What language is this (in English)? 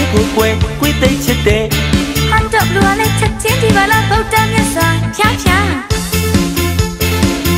Burmese